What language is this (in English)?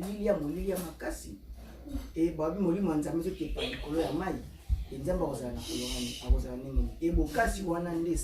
Lingala